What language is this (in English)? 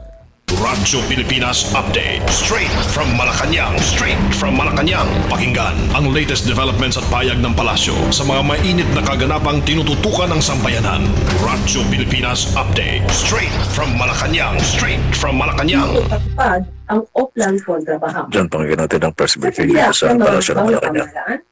Filipino